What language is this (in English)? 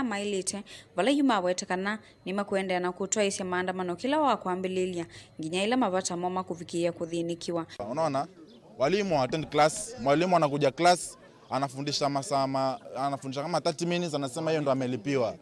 Kamba